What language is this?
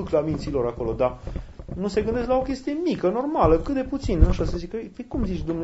Romanian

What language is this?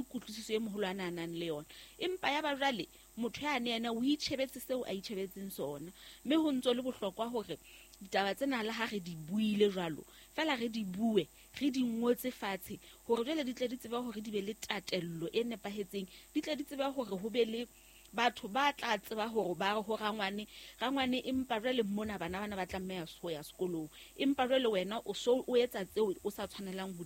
Southern Sotho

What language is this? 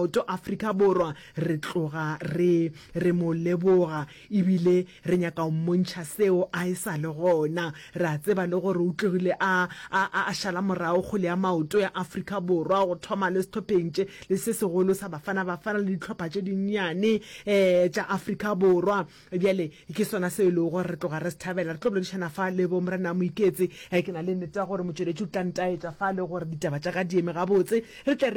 Northern Sotho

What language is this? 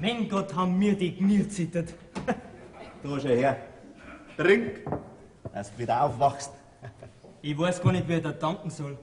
Bavarian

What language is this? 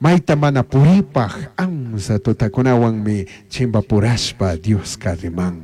Chimborazo Highland Quichua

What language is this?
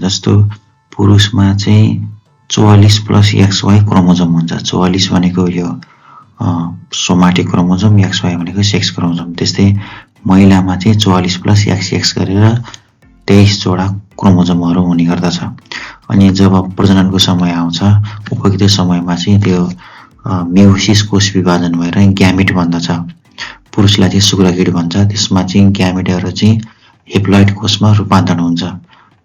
Nepali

